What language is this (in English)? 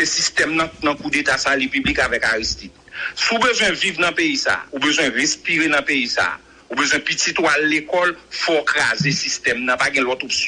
Haitian Creole